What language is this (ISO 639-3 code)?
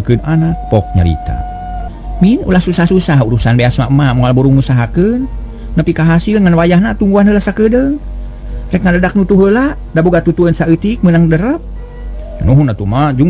sun